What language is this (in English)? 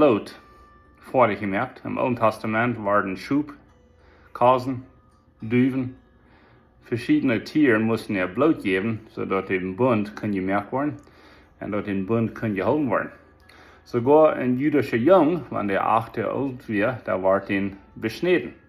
Plautdietsch